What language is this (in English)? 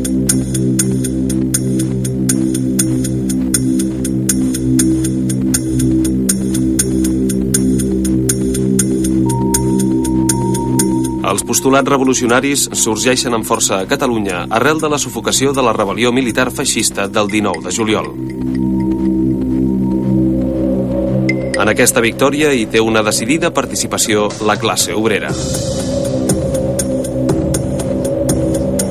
Catalan